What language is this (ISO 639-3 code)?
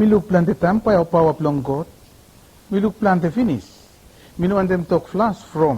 bis